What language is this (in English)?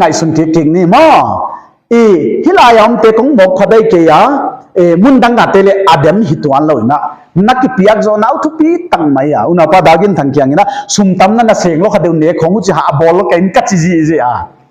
Paite Chin